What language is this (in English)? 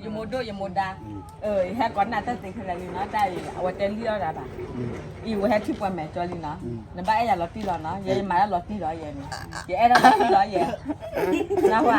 S'gaw Karen